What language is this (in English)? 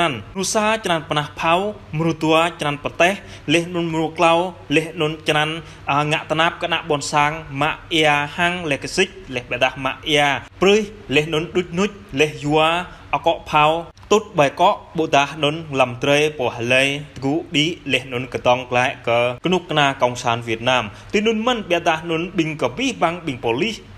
Jarai